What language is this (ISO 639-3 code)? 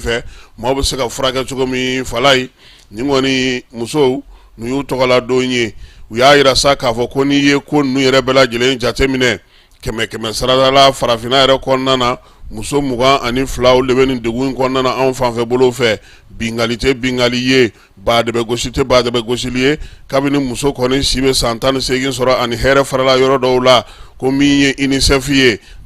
bam